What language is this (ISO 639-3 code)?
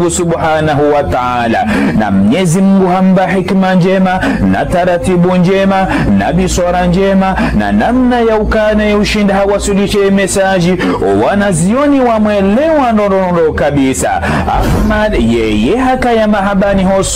zdj